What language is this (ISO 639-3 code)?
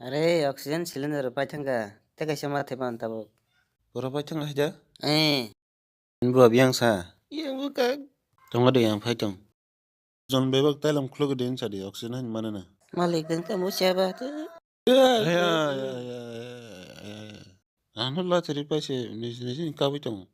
trp